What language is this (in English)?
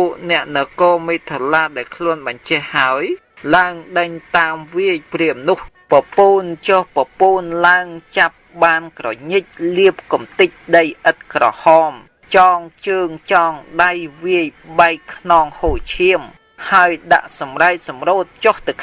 Khmer